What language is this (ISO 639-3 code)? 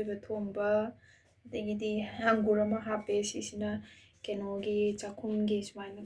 mni